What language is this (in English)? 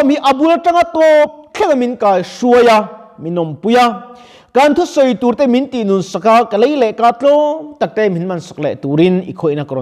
Mizo